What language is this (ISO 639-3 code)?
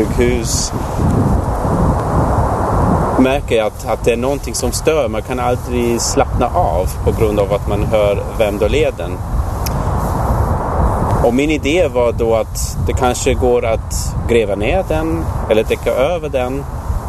swe